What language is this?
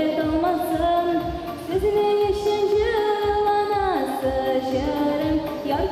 Tatar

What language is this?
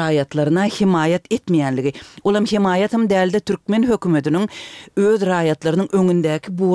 Turkmen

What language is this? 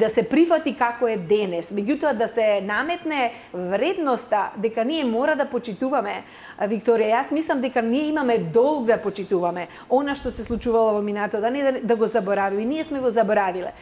Macedonian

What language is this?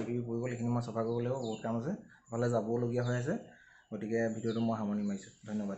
Assamese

